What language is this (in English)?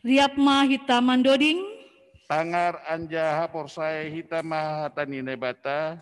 Batak Simalungun